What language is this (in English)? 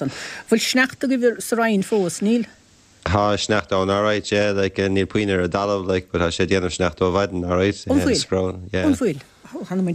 Irish